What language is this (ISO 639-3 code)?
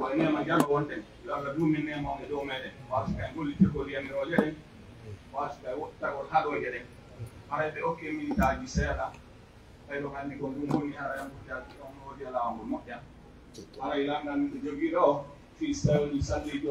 fuf